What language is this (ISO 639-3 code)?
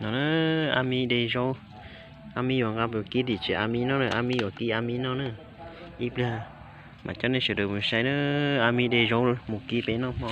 hmn